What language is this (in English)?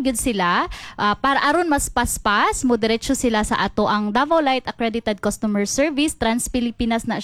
Cebuano